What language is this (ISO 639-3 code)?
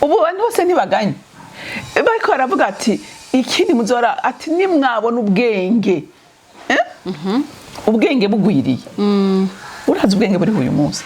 run